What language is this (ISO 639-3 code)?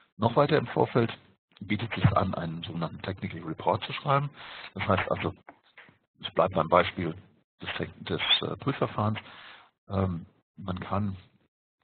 deu